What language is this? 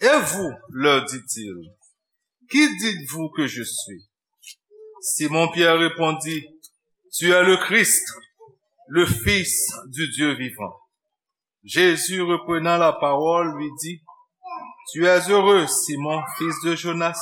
Haitian Creole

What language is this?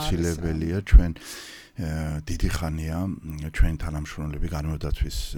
Georgian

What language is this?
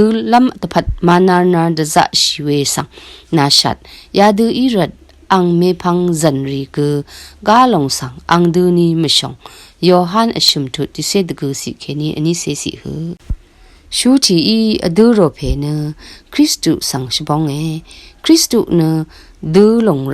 Rawang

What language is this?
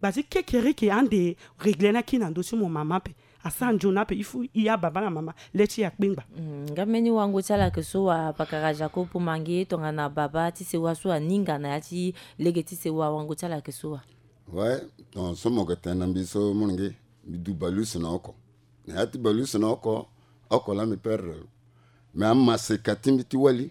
Sango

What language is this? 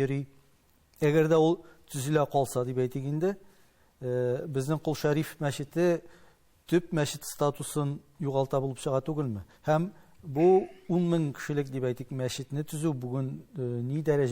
Tatar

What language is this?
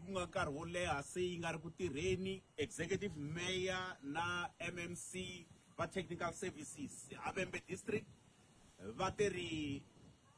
Tsonga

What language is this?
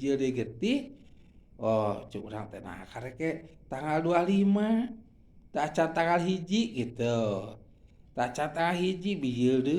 Sundanese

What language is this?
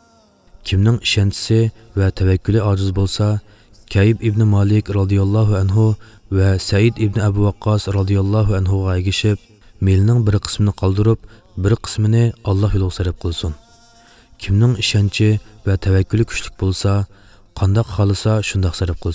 Uyghur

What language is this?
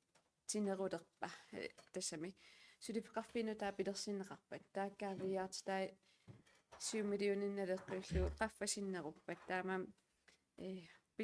Kalaallisut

